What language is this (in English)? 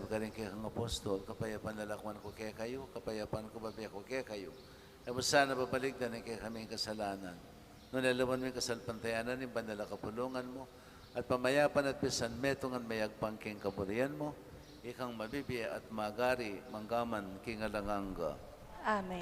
Pampanga